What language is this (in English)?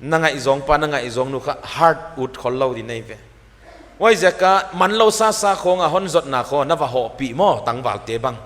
Paite Chin